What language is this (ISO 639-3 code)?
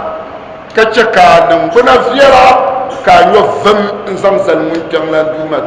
dag